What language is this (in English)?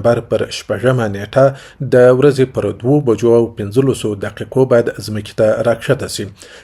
Pashto